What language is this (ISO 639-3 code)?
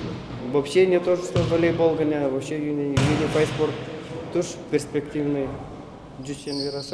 udm